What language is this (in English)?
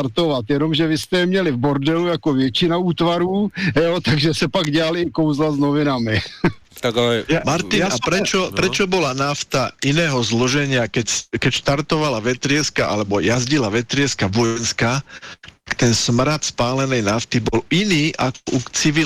Slovak